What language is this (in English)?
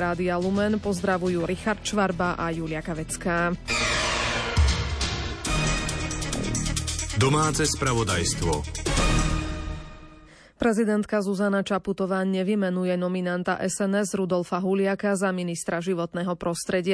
Slovak